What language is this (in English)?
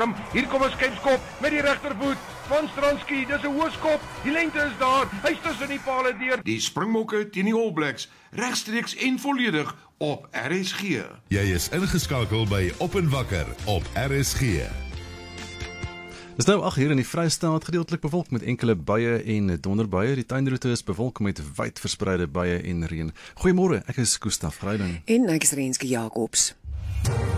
Afrikaans